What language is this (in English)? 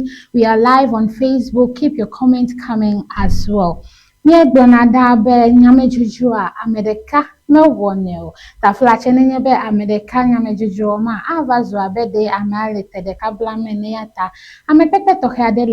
Ewe